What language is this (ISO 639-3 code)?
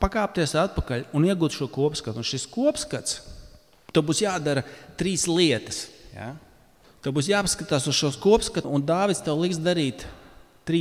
lav